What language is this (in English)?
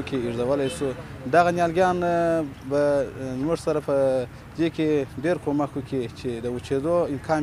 Pashto